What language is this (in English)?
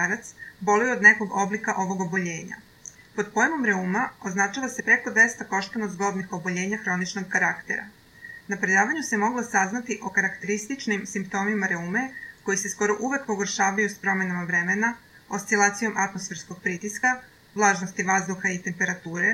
Serbian